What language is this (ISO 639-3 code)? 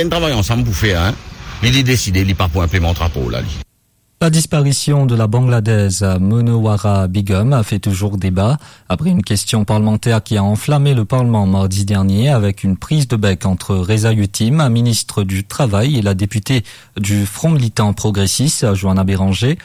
mfe